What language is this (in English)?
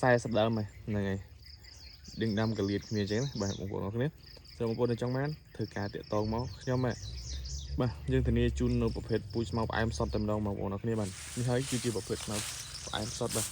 Khmer